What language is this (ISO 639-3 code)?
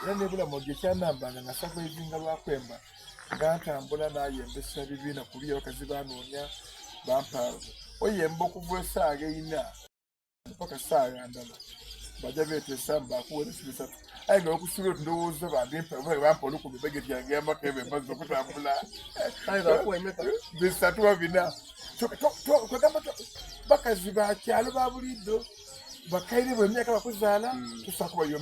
xog